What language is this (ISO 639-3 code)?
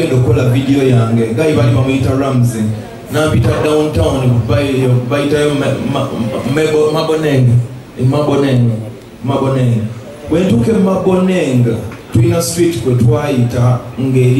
lug